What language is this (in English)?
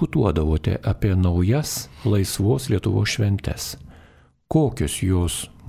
Lithuanian